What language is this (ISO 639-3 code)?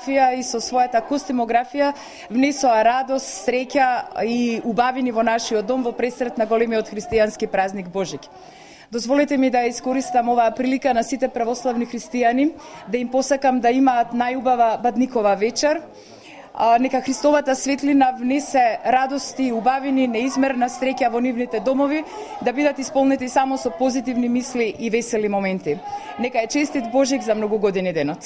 mkd